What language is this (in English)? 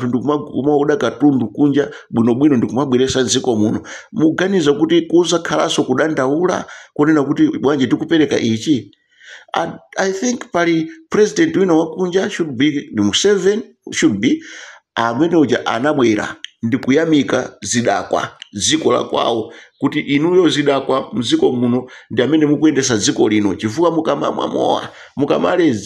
Nyanja